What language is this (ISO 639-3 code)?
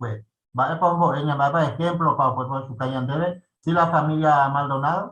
grn